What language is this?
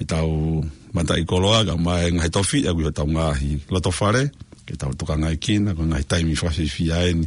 Tongan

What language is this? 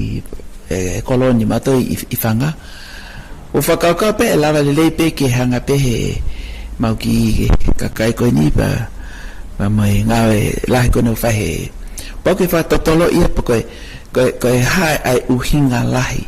Tongan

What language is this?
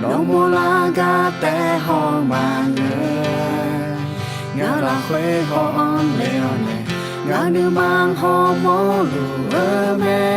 Akha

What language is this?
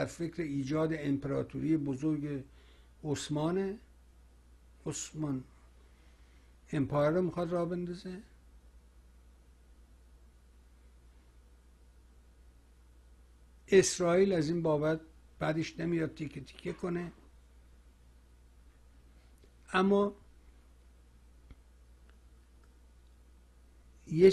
Persian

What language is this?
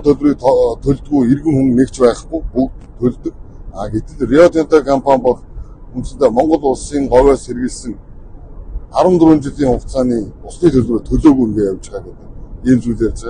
Mongolian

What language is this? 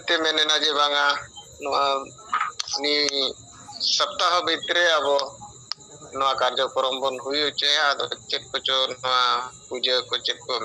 Santali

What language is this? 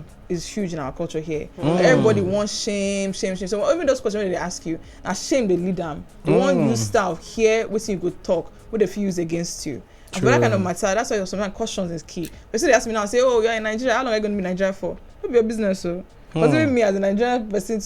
Nigerian Pidgin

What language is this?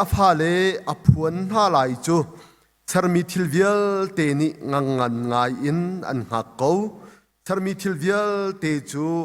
Hakha Chin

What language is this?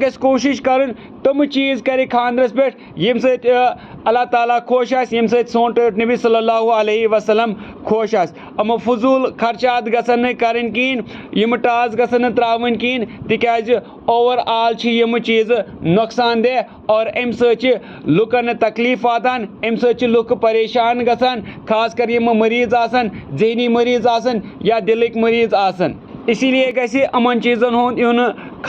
Kashmiri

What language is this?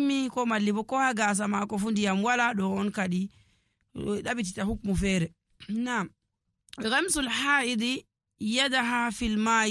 Nigerian Fulfulde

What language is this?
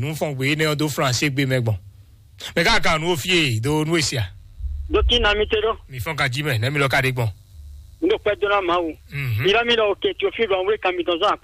Fon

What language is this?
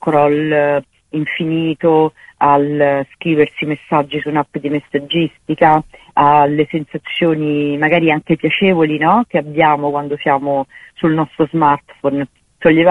Italian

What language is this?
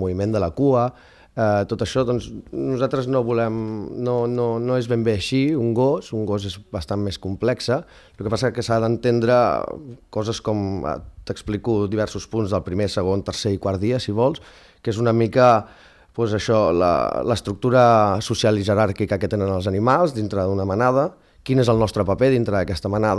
Catalan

